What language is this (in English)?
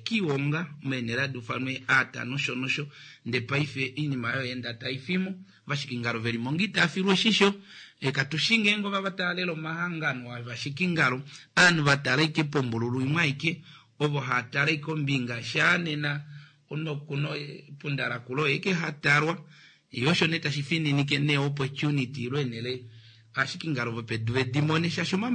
Kuanyama